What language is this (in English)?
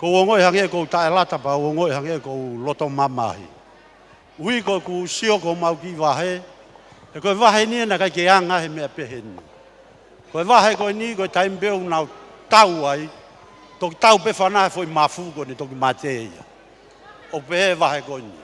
Tongan